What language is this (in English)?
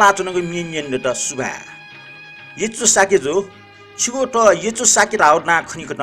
Newari